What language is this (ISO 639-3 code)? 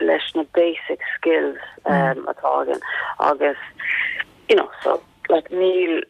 gle